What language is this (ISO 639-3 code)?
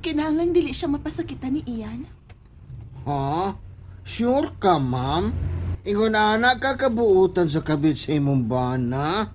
ceb